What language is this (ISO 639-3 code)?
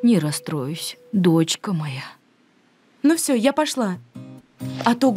rus